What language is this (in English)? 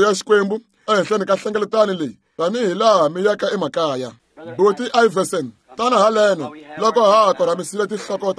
Tsonga